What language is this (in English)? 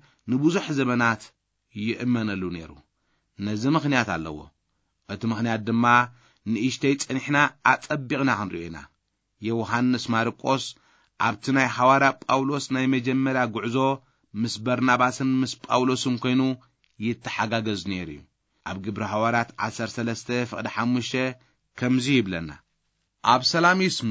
Tigrinya